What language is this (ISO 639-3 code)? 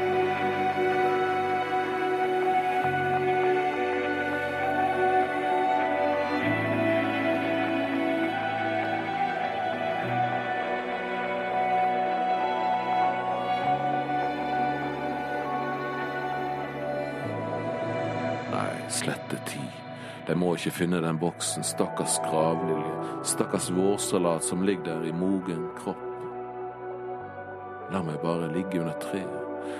nor